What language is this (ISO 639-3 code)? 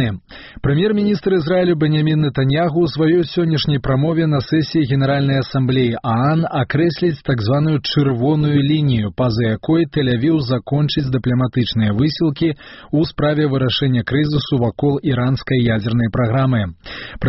bel